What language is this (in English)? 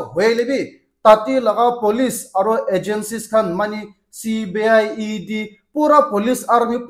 Naga Pidgin